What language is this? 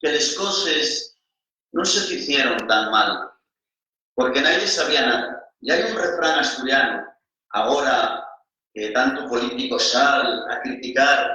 Asturian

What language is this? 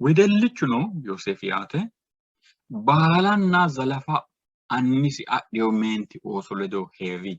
Sidamo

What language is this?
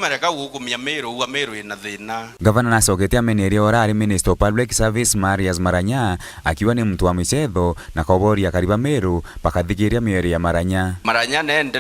Meru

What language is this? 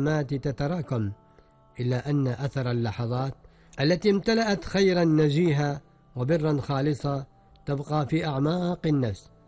Arabic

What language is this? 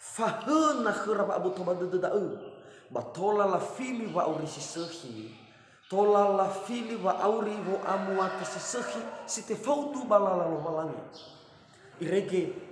Nias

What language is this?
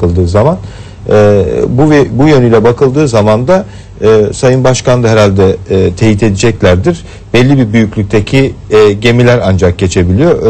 Turkish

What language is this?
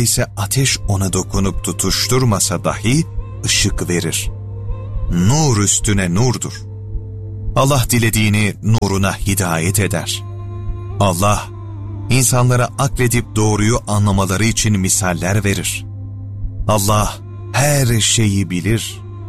Turkish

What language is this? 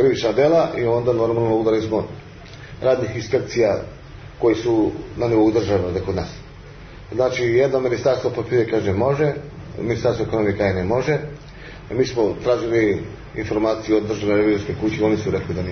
Serbian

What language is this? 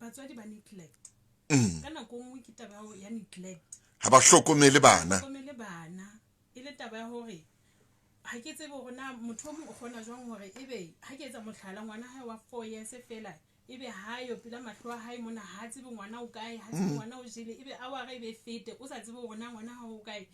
Southern Sotho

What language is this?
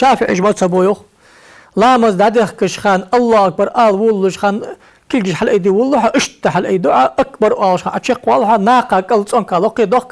Ingush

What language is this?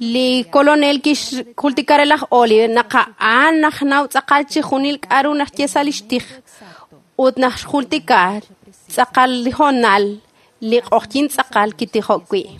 Kekchí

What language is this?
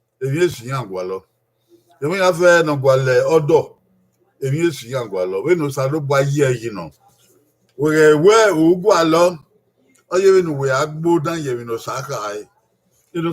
Bini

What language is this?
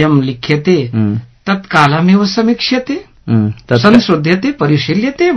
Sanskrit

